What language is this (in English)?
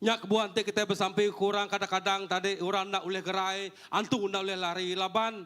Iban